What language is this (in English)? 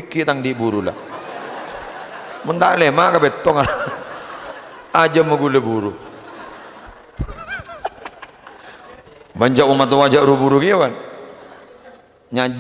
Madurese